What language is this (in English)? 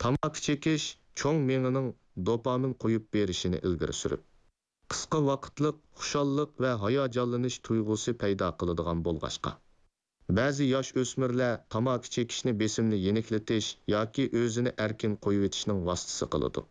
Uyghur